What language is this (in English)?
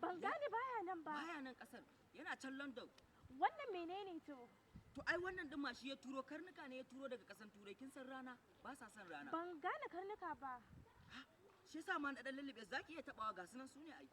Hausa